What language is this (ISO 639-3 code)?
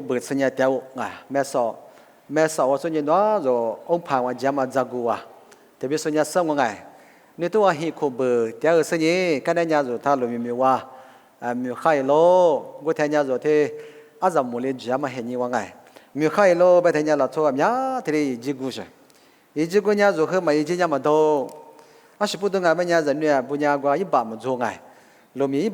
lis